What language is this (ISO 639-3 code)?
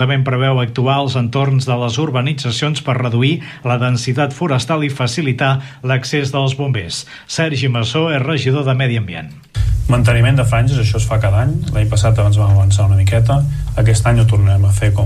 cat